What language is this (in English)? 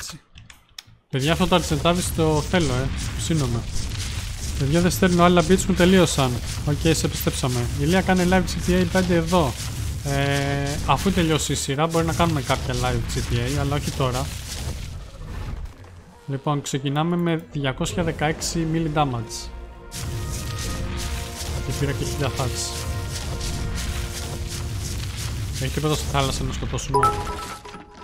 Greek